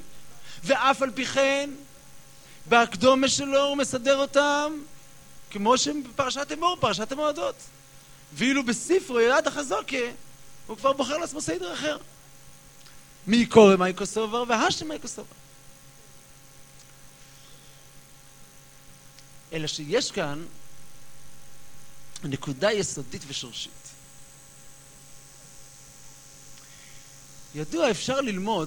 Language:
Hebrew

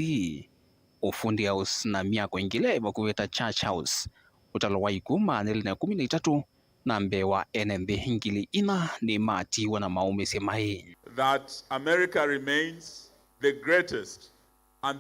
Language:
Kamba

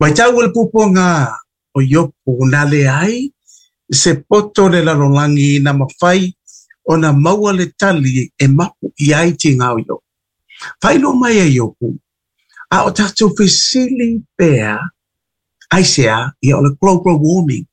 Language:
Samoan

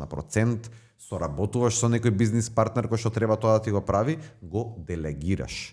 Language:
Macedonian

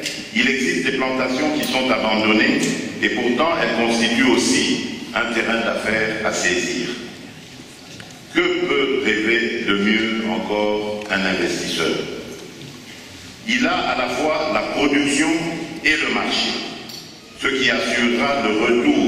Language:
French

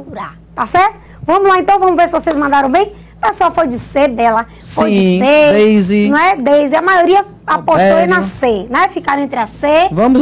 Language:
Portuguese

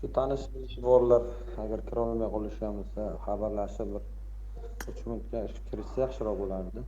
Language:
Uzbek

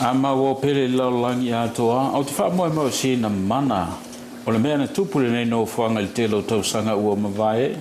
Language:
Samoan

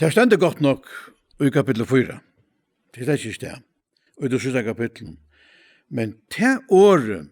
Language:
Faroese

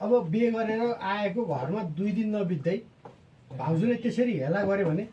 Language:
Nepali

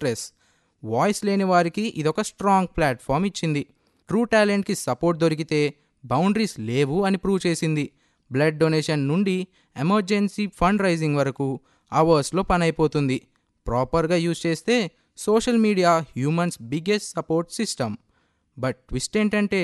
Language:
Telugu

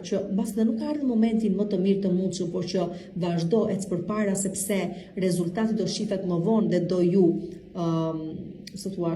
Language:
Albanian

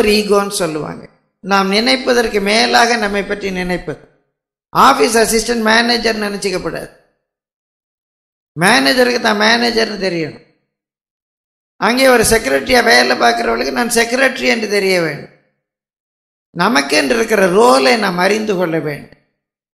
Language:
Tamil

